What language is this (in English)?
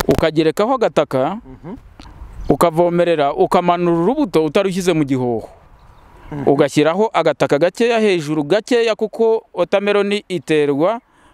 Kinyarwanda